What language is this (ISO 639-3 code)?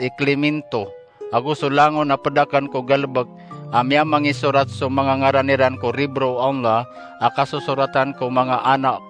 mrw